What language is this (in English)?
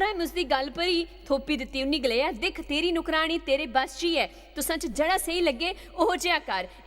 Dogri